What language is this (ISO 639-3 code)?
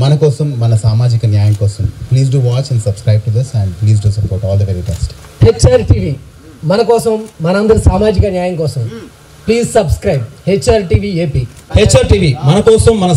tel